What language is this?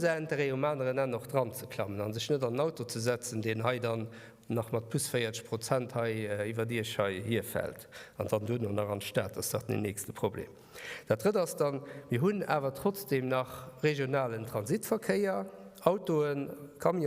Luxembourgish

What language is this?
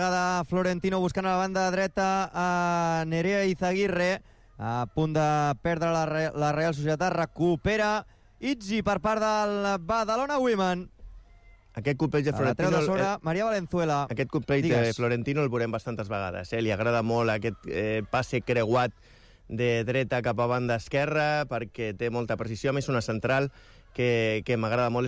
Catalan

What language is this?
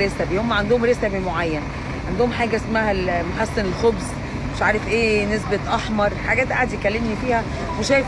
Egyptian Arabic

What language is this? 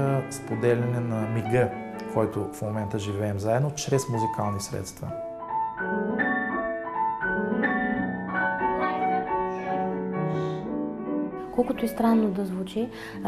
Bulgarian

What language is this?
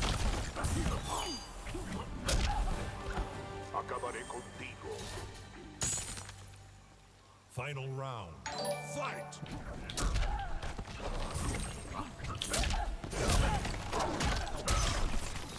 Spanish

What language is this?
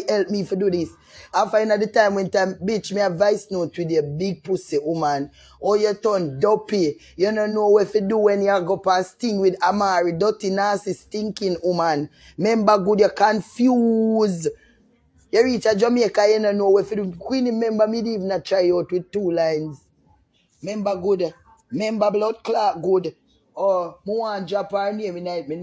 Jamaican Creole English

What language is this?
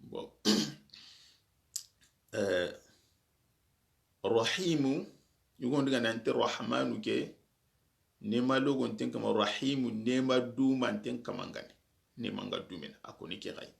Soninke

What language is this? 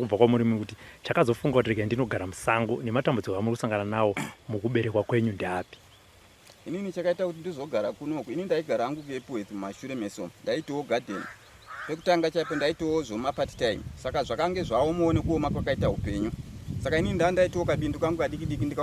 Shona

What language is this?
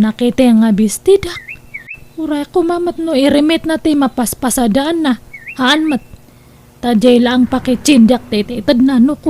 Iloko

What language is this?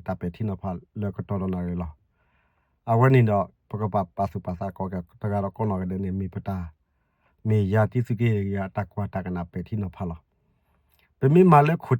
S'gaw Karen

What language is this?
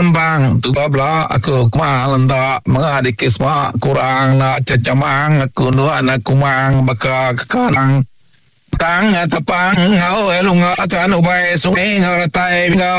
Iban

